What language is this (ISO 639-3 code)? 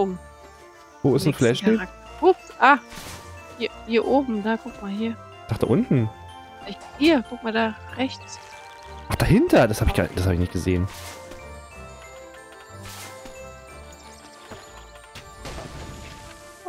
deu